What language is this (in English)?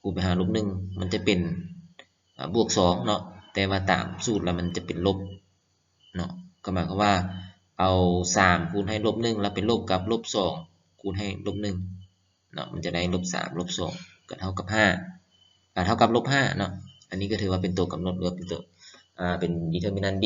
Lao